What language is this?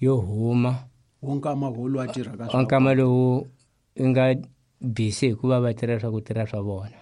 Tsonga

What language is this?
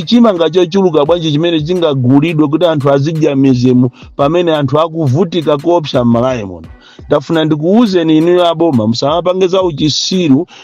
Nyanja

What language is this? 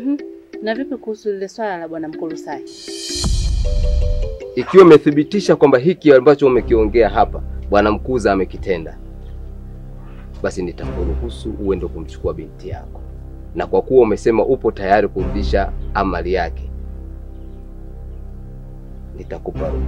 Swahili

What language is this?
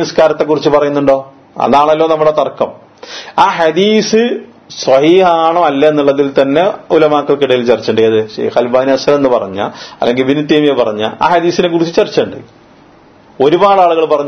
Malayalam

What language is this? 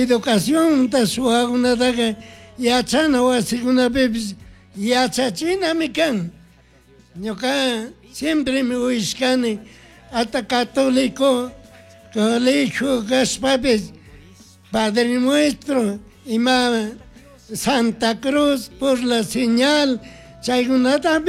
Chimborazo Highland Quichua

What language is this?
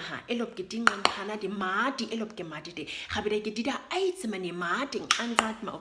Nama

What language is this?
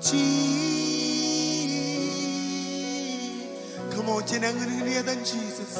Marshallese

